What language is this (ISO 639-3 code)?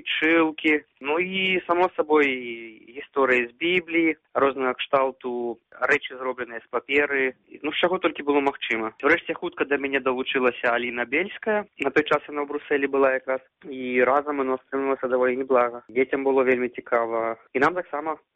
bel